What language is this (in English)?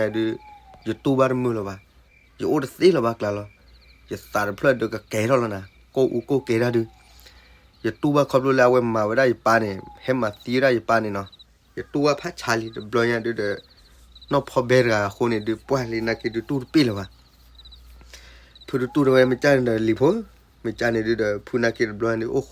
S'gaw Karen